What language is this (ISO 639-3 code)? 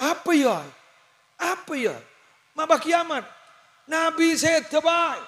mad